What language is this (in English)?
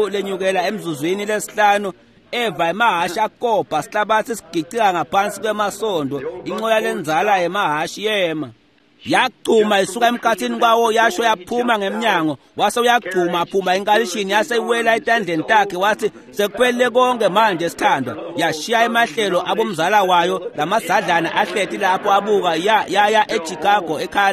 Swati